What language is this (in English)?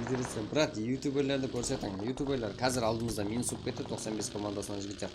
Kara-Kalpak